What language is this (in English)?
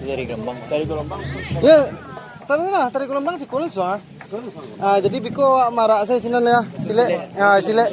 Minangkabau